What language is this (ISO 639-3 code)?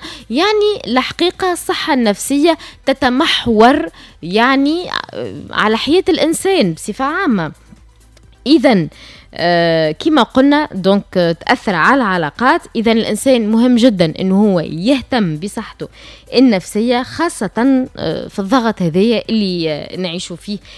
aeb